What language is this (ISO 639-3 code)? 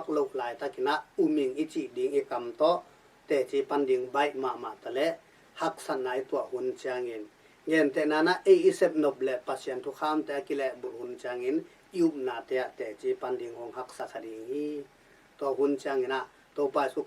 ctd